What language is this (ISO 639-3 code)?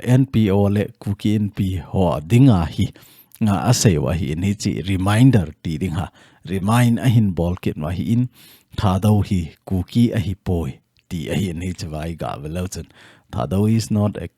tcz